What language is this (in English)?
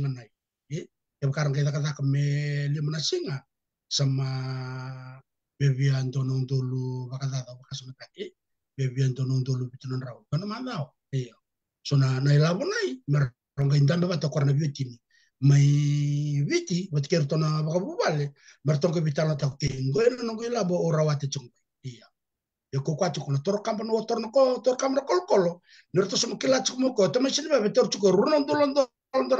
Fijian